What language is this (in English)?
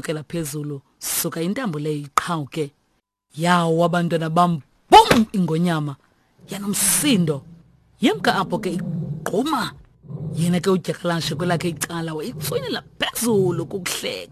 Xhosa